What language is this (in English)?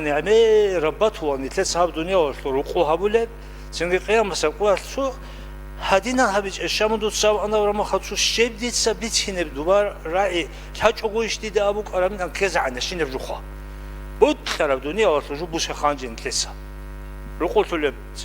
Avaric